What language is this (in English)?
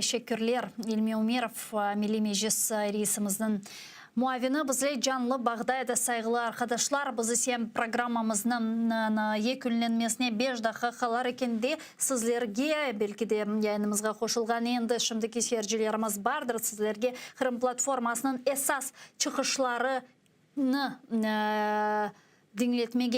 Crimean Tatar